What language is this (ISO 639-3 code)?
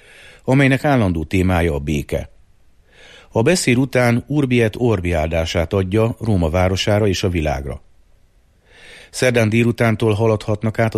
hun